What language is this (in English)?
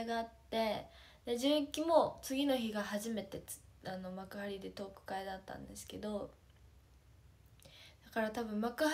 Japanese